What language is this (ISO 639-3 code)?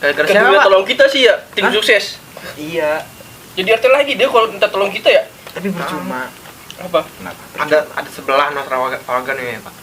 bew